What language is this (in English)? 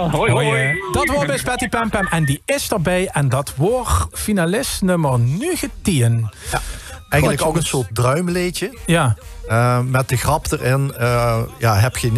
Limburgish